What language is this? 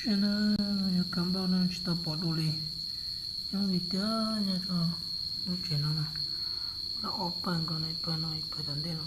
Hmong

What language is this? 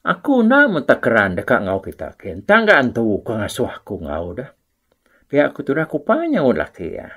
Iban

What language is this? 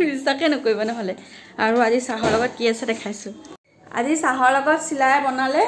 Assamese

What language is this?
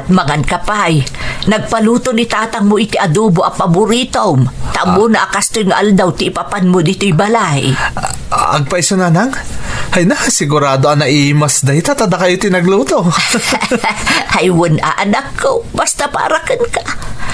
Iloko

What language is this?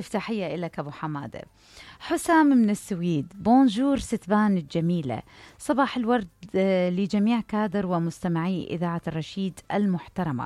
Mesopotamian Arabic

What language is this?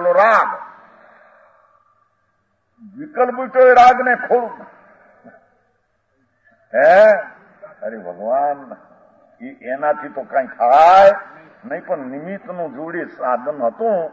Gujarati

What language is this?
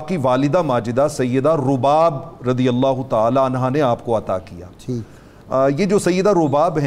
Urdu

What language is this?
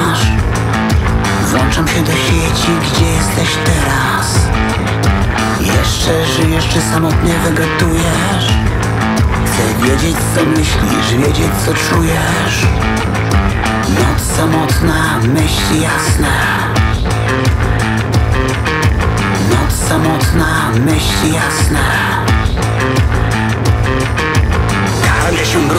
Polish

